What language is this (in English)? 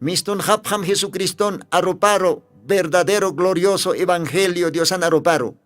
Aymara